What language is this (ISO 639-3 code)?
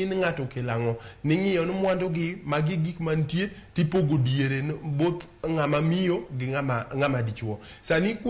luo